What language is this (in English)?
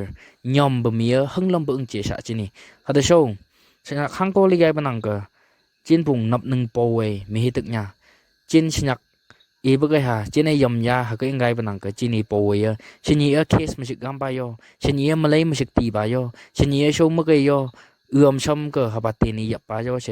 Phom Naga